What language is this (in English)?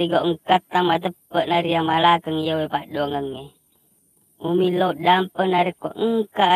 Buginese